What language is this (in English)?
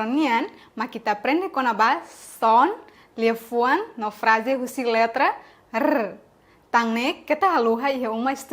Tetum